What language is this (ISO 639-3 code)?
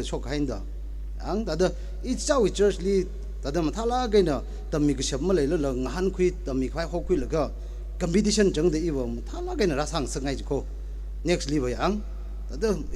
nmf